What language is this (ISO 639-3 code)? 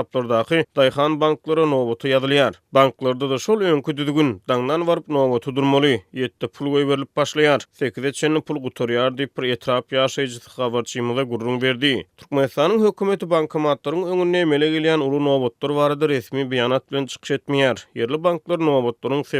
tuk